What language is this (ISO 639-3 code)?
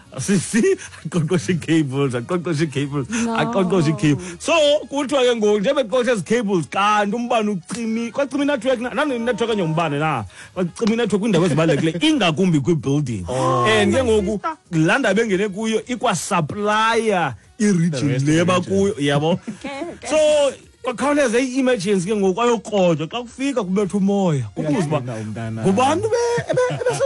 xho